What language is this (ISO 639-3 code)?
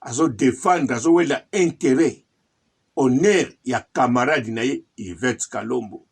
lin